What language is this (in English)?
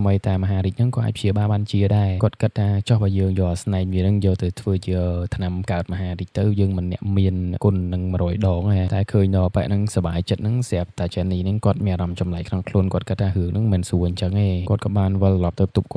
Khmer